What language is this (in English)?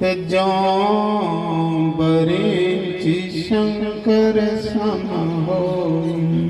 Dogri